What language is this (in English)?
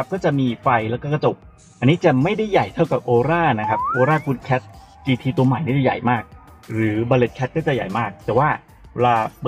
Thai